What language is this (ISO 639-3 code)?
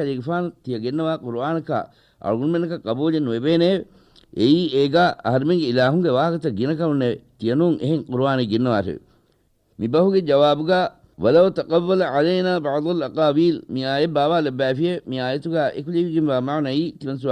div